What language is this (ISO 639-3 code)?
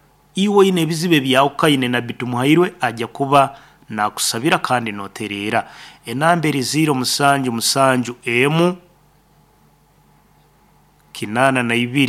nyo